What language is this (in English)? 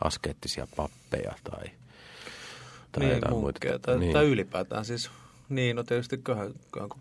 Finnish